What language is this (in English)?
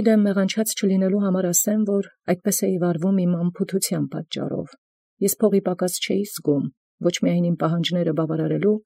Armenian